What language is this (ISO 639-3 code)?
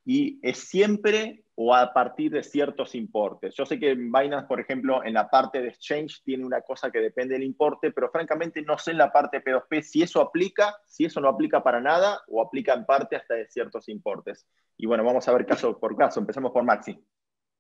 spa